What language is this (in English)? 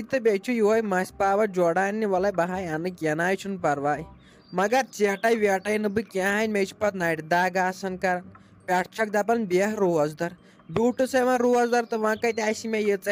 Kashmiri